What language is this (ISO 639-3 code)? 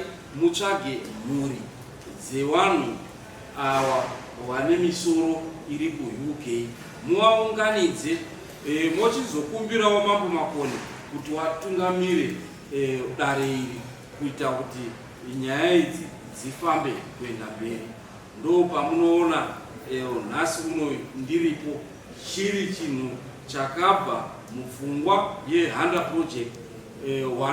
sna